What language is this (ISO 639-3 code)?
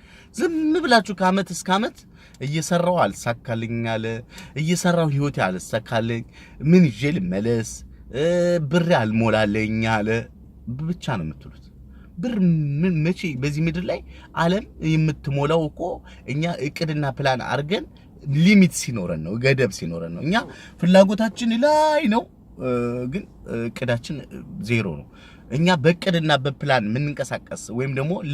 amh